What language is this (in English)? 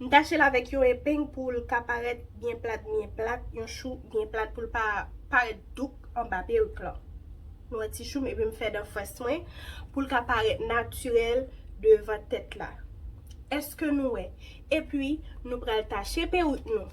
Haitian Creole